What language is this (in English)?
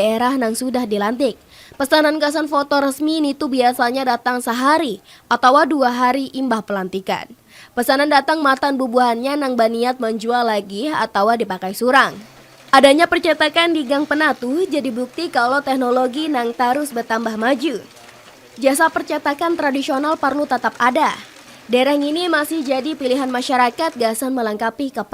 Banjar